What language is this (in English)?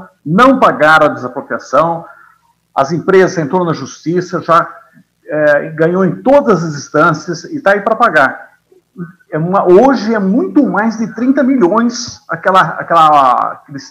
Portuguese